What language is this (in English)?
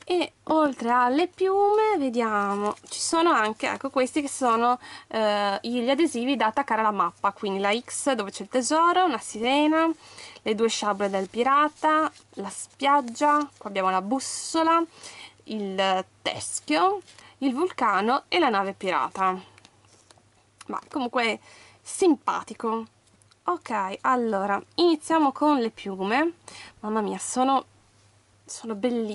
Italian